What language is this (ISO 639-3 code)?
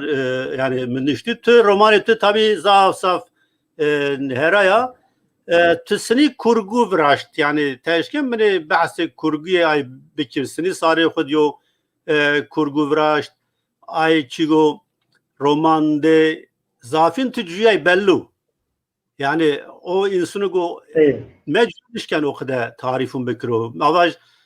zza